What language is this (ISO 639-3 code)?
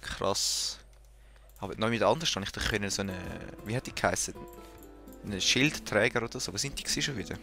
gsw